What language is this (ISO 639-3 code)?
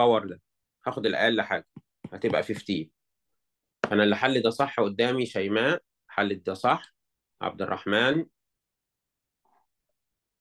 arz